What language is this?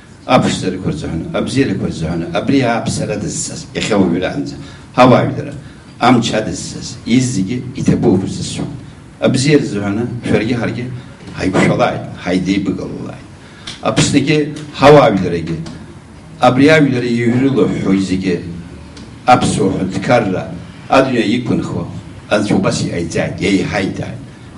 Abkhazian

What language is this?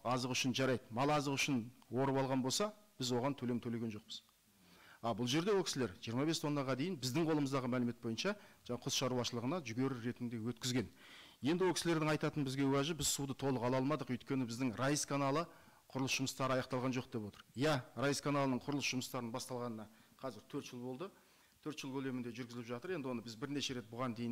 Kazakh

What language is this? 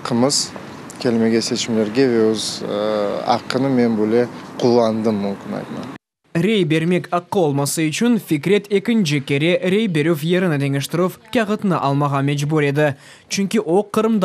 Crimean Tatar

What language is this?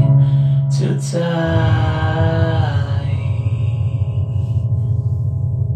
Bulgarian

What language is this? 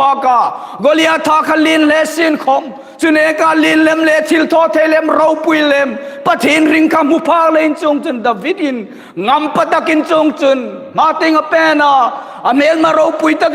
Hmar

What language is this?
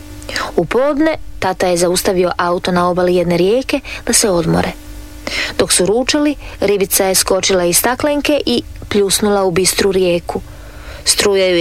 Croatian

